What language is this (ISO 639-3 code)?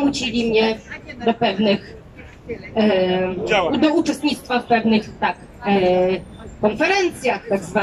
pol